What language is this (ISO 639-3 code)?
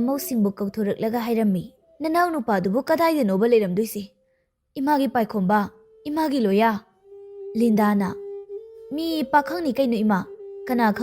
mni